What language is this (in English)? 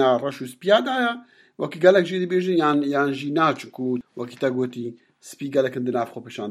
Kurdish